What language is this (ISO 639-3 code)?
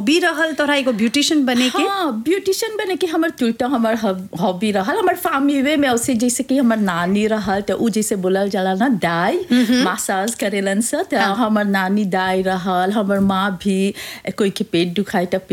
bho